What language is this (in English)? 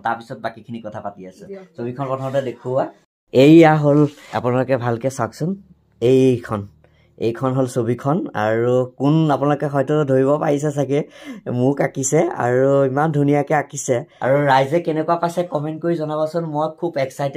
Assamese